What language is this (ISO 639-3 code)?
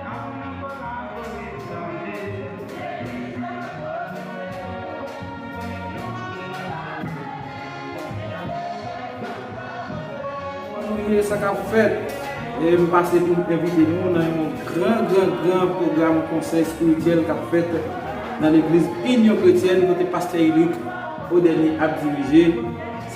hat